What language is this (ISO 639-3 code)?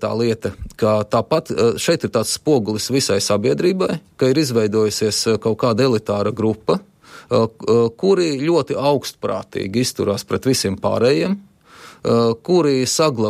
lav